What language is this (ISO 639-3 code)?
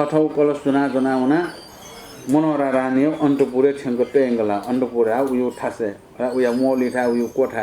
new